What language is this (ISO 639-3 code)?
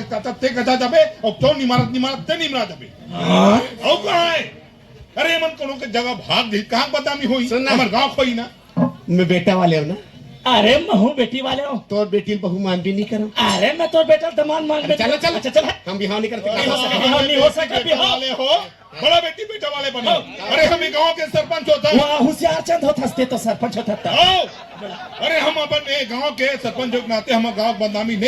hne